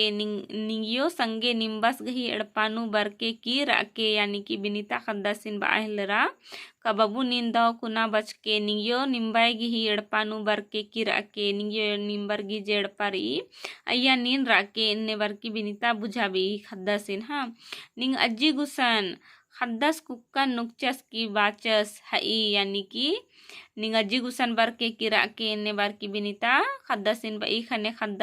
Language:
Kurukh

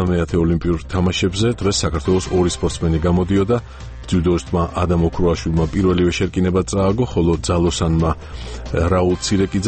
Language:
Georgian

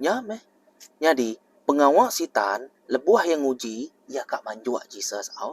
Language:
Iban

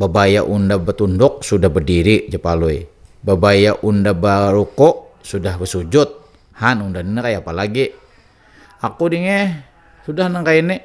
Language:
Banjar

